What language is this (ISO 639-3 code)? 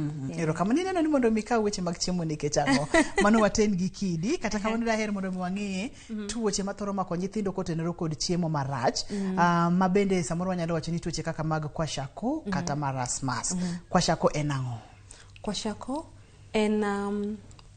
luo